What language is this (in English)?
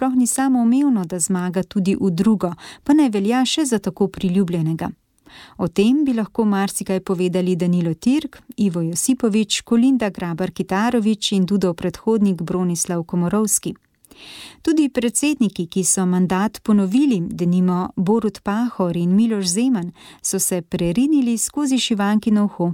Slovenian